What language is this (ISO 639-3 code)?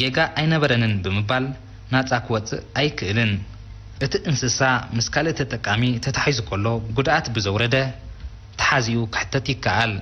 tir